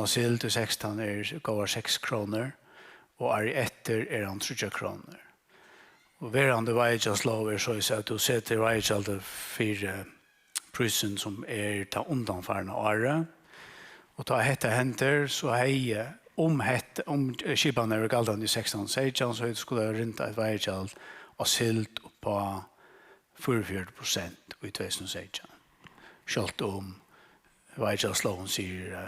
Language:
Faroese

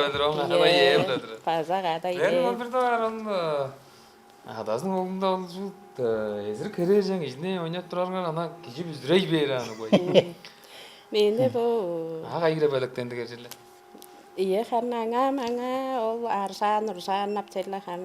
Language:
Tuvinian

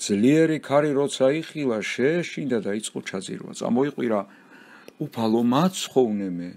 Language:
Georgian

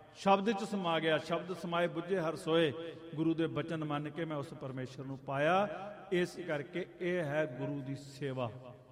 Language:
Punjabi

